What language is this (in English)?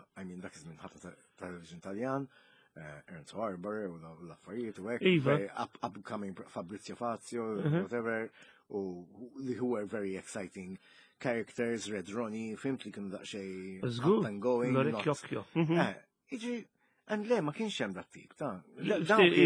Maltese